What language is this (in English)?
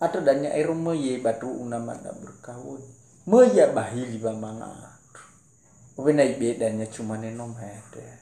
Nias